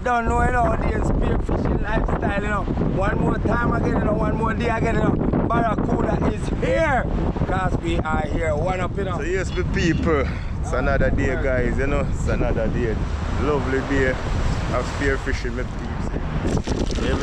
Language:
Jamaican Creole English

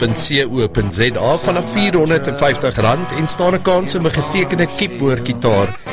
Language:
Afrikaans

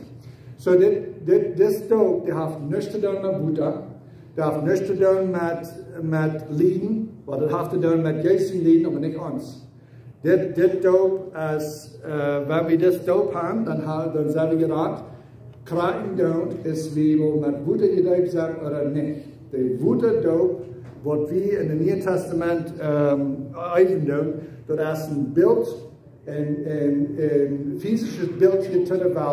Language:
Plautdietsch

